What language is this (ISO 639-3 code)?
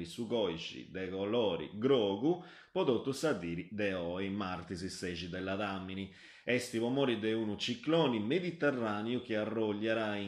srd